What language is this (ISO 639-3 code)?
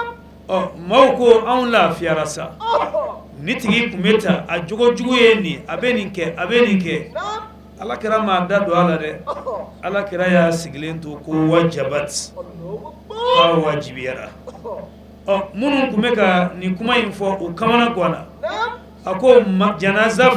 bam